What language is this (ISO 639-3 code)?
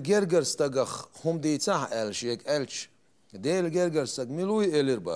che